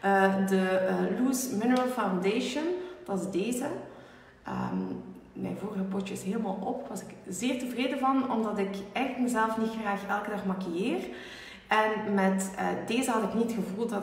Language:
Dutch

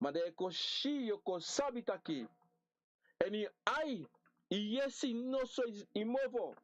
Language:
Sranan Tongo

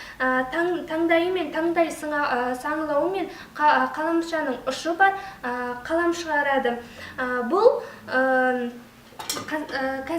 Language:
Kazakh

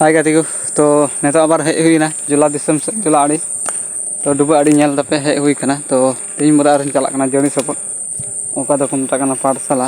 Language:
Santali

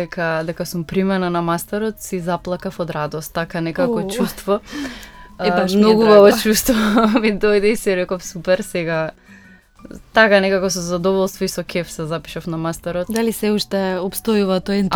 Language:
Macedonian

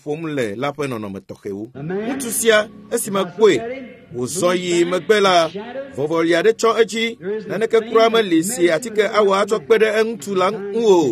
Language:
Ewe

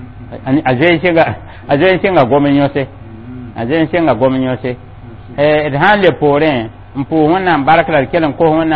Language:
Mossi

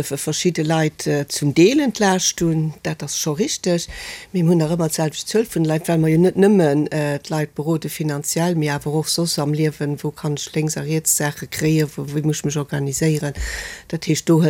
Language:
Luxembourgish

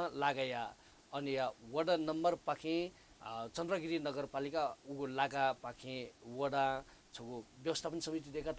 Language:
Newari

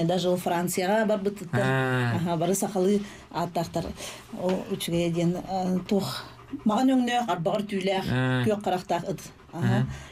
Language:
Yakut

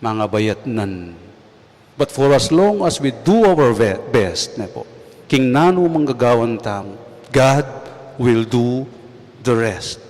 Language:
Pampanga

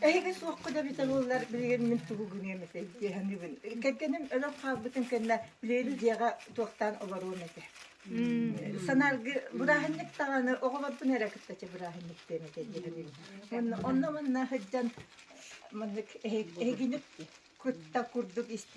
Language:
Yakut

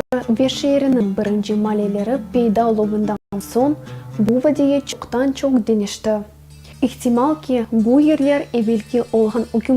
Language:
Crimean Tatar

